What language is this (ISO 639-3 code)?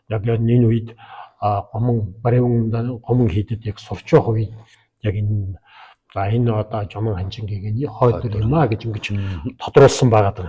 mon